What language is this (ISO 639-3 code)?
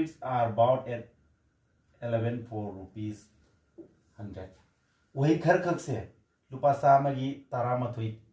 mni